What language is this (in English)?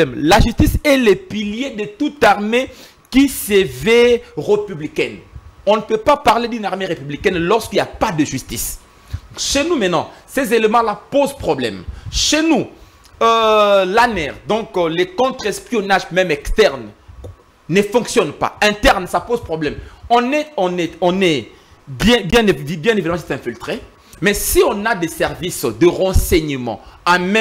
French